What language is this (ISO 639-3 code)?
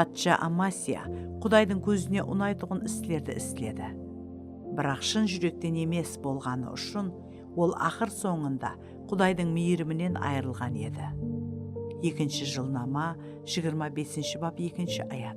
kaa